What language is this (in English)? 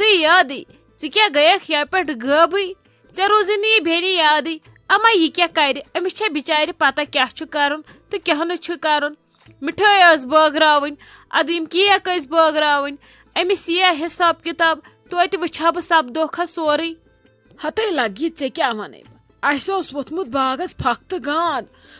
Kashmiri